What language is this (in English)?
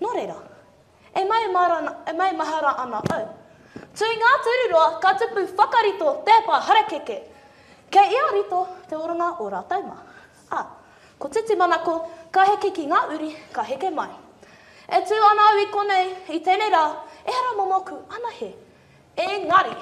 Māori